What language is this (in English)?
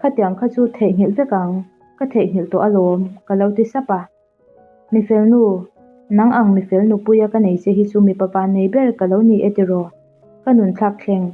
Mizo